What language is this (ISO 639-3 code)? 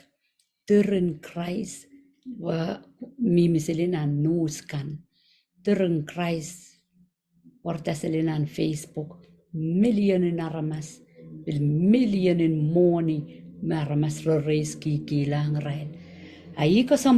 pon